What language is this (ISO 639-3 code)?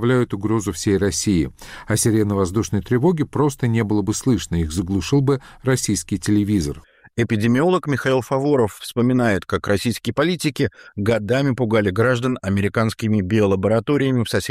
rus